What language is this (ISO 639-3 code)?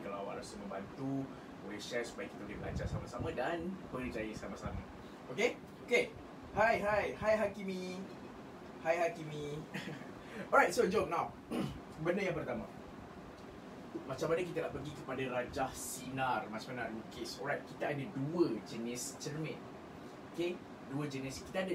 msa